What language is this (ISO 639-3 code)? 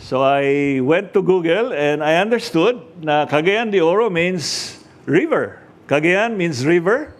ceb